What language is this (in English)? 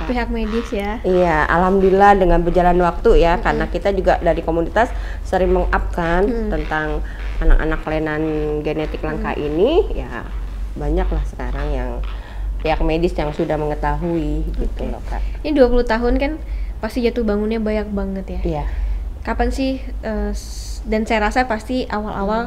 Indonesian